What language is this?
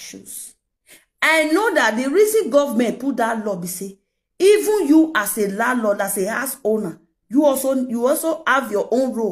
Nigerian Pidgin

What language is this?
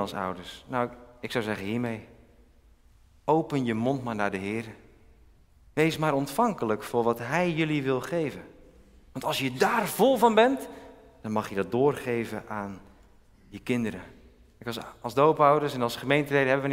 Dutch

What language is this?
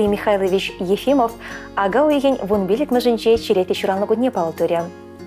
Chuvash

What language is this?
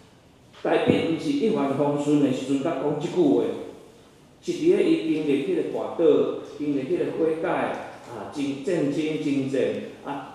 Min Nan Chinese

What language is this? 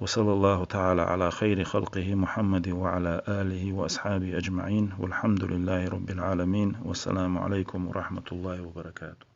Chechen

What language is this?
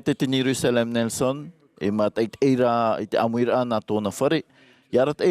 Tahitian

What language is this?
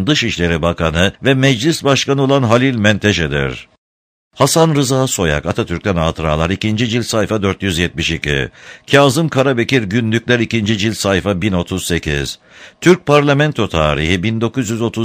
Turkish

